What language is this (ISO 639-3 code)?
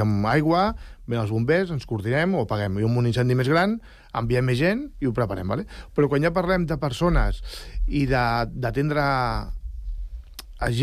cat